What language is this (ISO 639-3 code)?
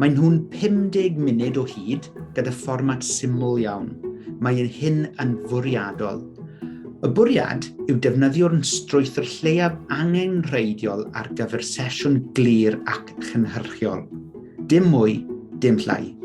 cym